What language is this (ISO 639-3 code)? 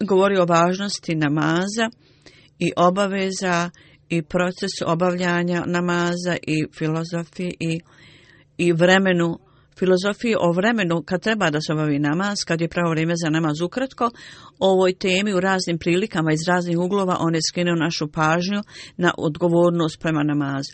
bos